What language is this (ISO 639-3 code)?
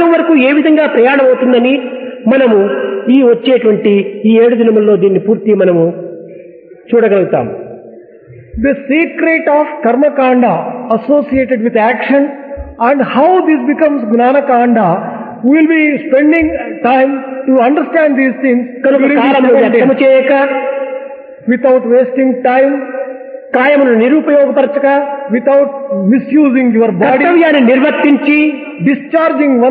tel